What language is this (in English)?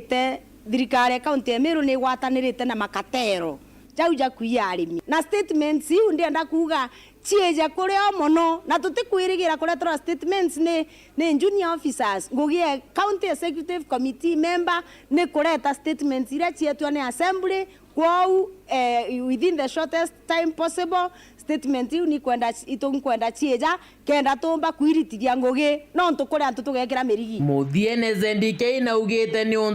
Meru